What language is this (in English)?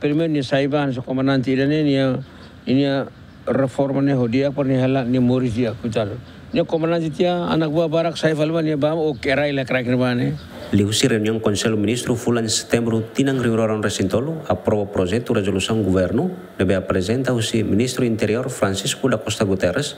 Tetum